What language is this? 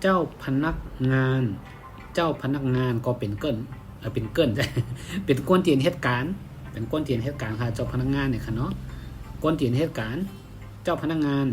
Shan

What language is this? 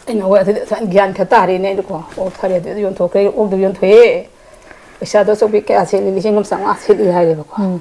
Manipuri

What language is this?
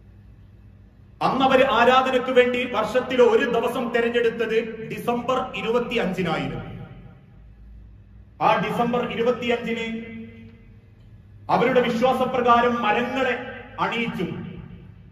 Malayalam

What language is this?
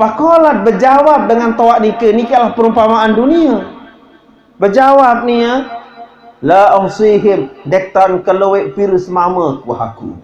Sasak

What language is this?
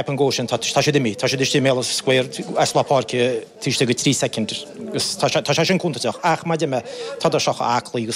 Irish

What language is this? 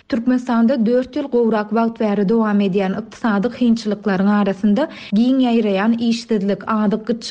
Turkmen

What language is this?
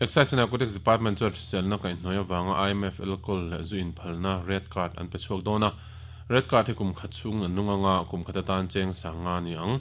Mizo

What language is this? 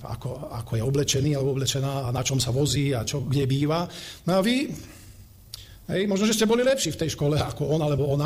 Slovak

